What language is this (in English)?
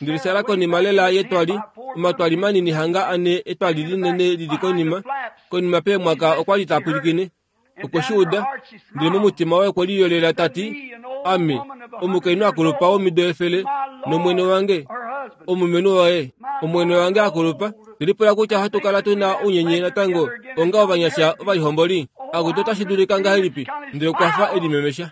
Kuanyama